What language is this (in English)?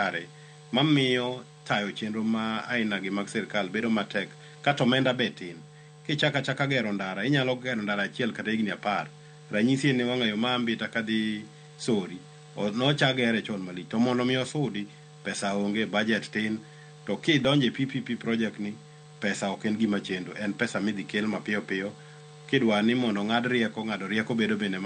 Luo (Kenya and Tanzania)